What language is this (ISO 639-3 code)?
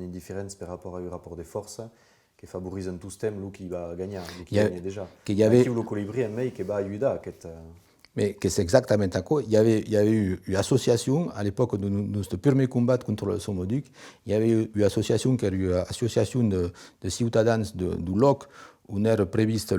oci